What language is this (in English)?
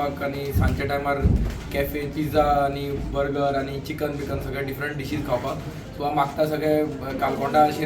Konkani